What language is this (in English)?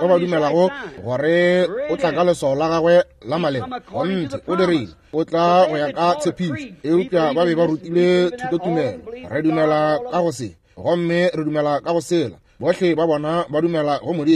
Northern Sotho